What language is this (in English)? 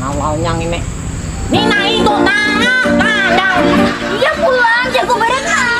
Banjar